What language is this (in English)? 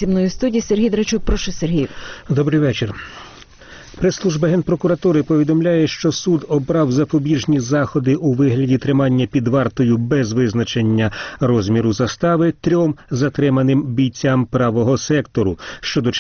Ukrainian